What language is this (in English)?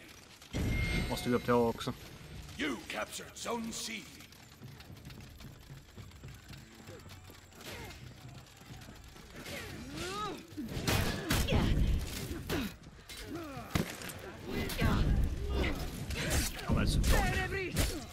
Swedish